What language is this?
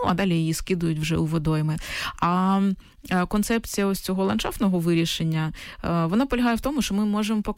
Ukrainian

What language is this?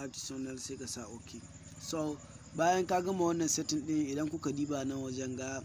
Hausa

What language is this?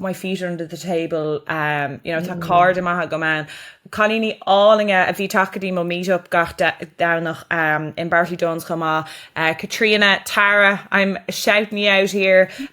Irish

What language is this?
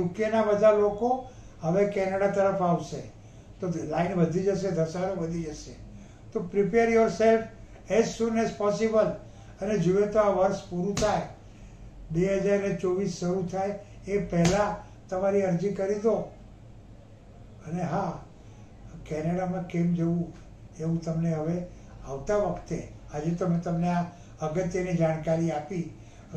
Gujarati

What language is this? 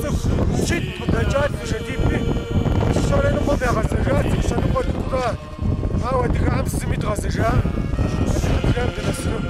Kabardian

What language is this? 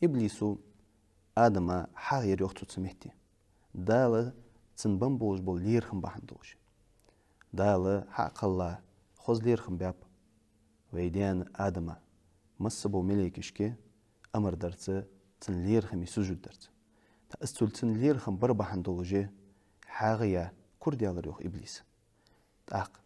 Ingush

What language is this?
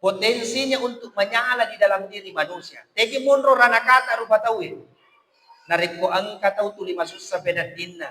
Buginese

